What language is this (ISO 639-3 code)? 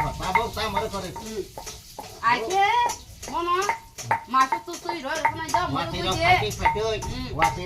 trp